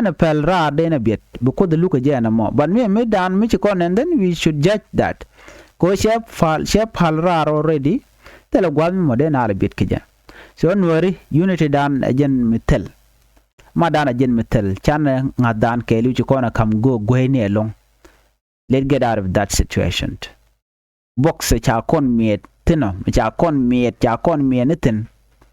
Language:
Nuer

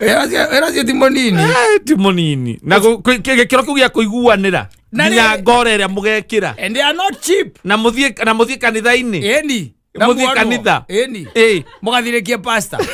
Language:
Kikuyu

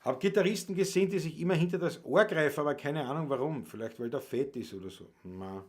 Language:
Bavarian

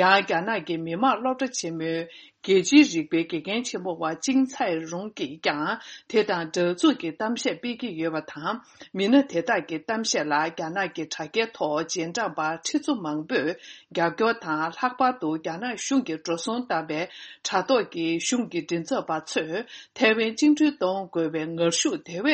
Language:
Tibetan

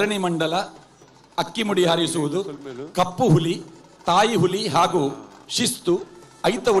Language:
Tulu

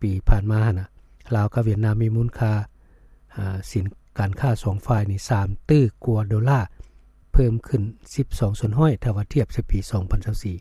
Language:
Lao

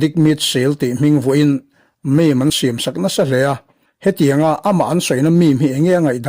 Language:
Mizo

